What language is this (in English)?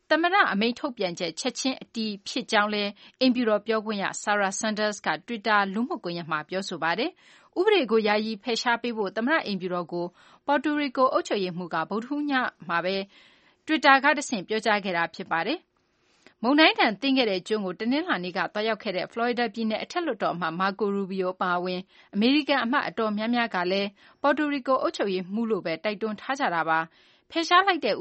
Burmese